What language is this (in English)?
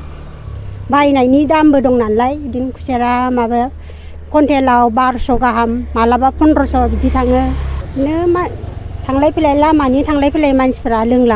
Bodo